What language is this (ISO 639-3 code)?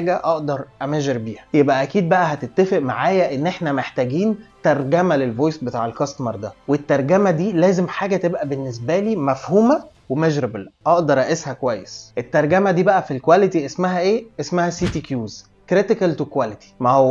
arz